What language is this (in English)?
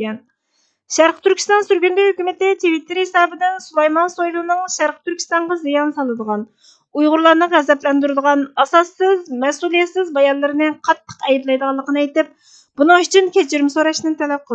Uyghur